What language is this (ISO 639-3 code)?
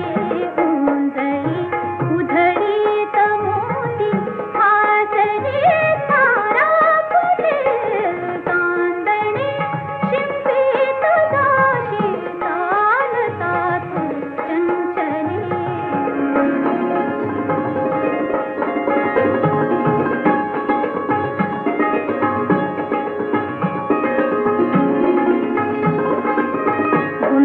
mar